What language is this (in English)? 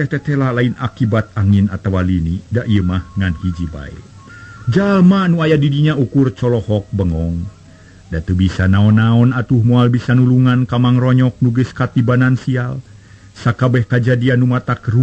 Sundanese